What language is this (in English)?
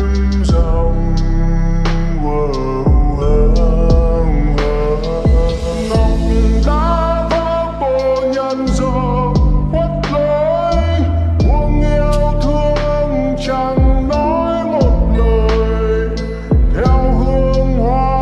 Vietnamese